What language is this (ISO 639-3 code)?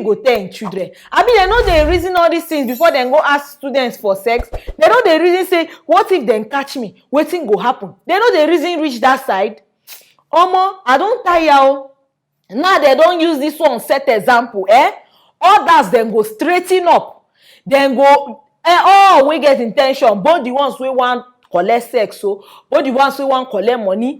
pcm